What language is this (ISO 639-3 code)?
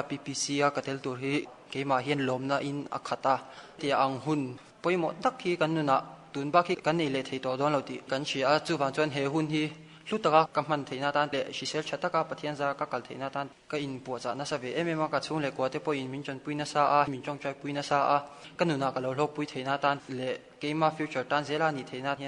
lus